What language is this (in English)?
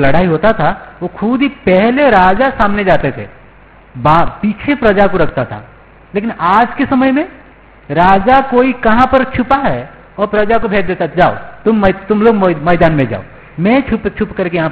Hindi